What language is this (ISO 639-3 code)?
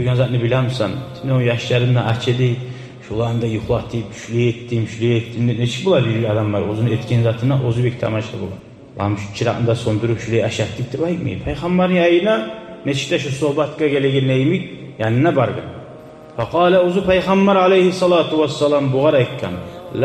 kum